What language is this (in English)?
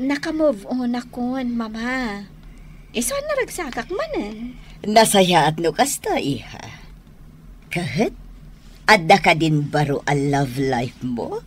Iloko